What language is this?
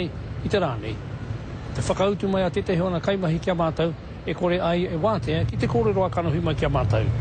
Māori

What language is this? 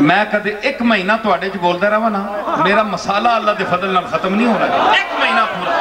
Western Panjabi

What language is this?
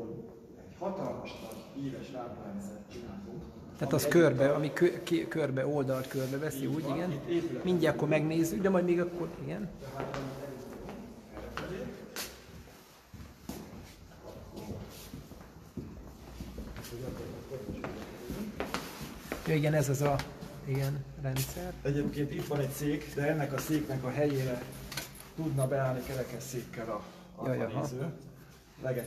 Hungarian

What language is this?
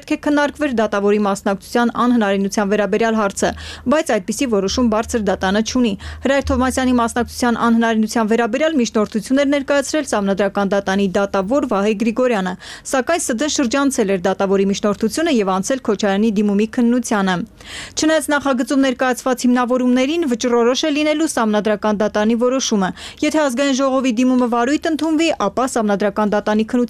Armenian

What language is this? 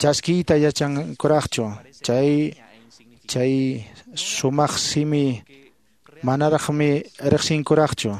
Quechua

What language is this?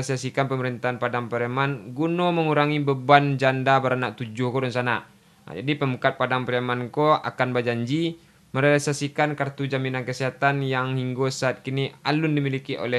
Minangkabau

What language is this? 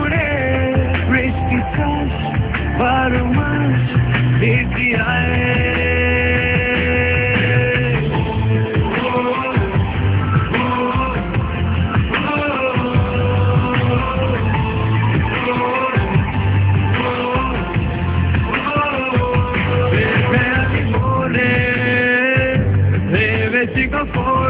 Bangla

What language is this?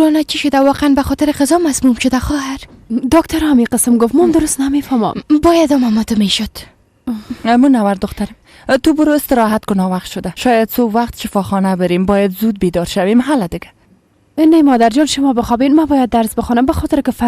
Persian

